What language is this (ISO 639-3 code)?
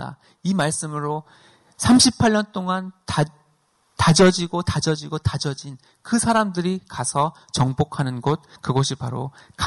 kor